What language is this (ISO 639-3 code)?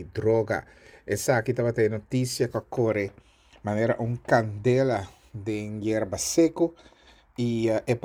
pap